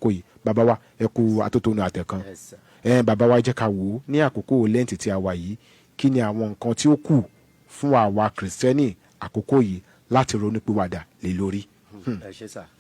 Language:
Yoruba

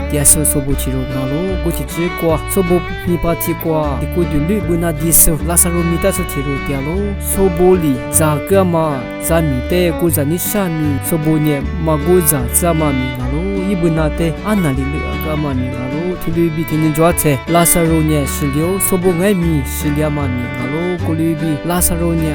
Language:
Lisu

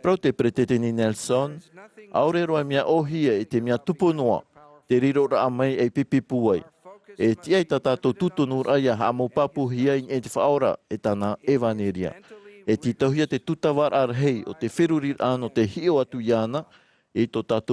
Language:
Tahitian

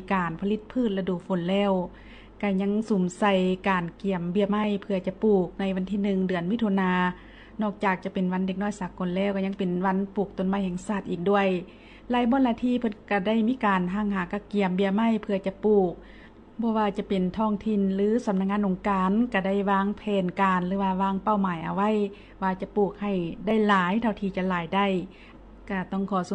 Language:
Lao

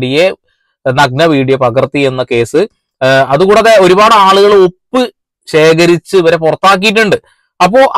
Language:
Malayalam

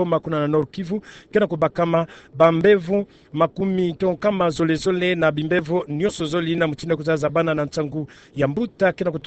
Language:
Kituba (Democratic Republic of Congo)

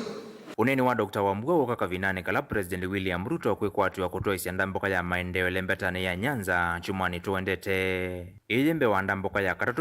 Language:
Kamba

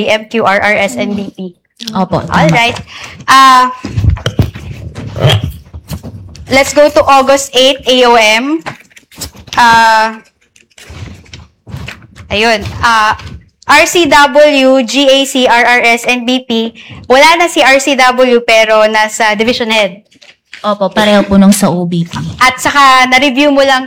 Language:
Filipino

